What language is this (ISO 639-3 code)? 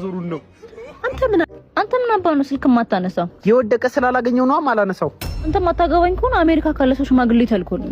amh